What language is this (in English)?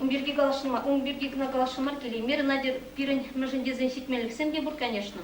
Chuvash